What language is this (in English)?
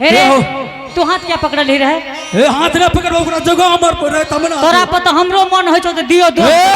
Angika